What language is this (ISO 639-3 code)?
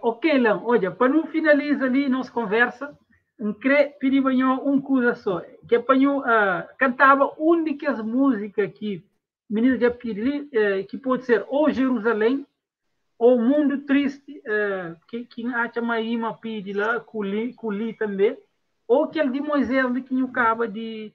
kea